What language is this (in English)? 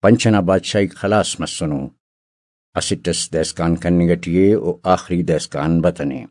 Brahui